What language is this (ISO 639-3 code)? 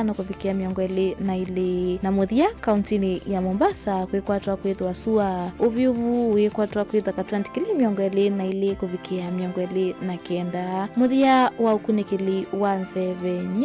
kam